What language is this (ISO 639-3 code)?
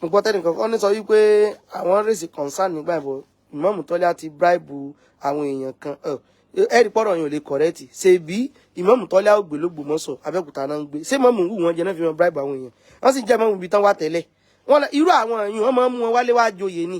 yor